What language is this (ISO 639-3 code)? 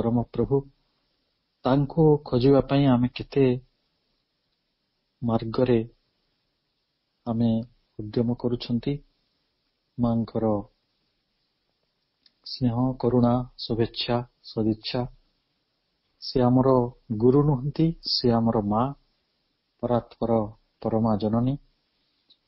ori